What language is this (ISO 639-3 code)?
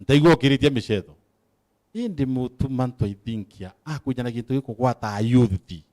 mer